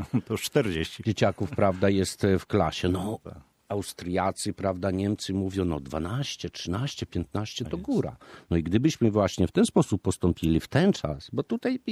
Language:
Polish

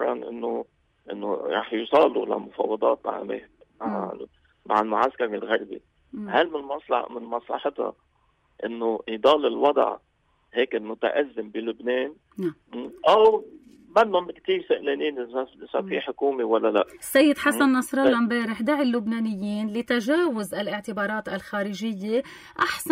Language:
North Levantine Arabic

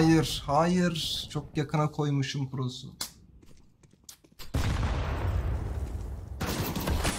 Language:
Turkish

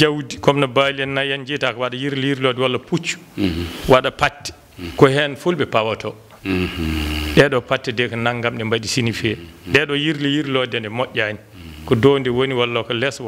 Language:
Fula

